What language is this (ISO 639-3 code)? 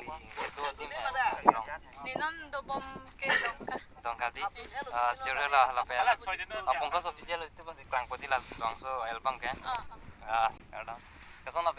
mjw